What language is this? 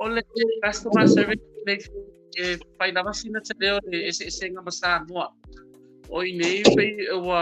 Samoan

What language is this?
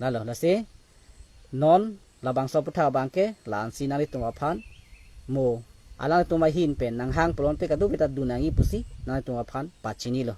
Karbi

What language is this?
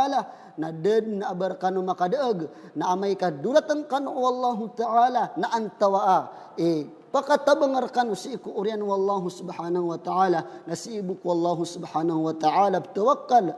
Maranao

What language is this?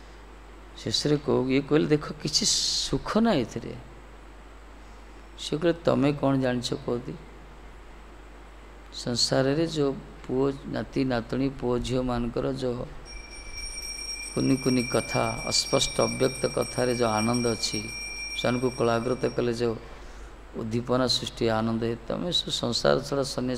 Odia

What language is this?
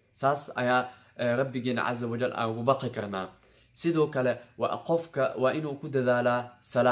Somali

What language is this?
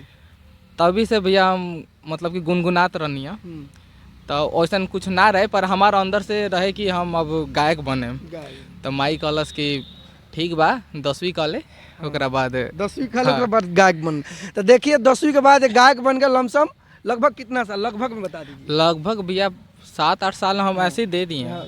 Bhojpuri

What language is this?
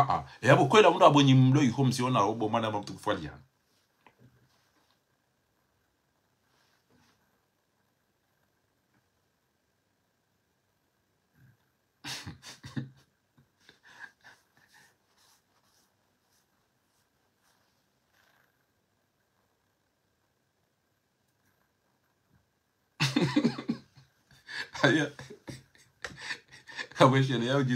Swahili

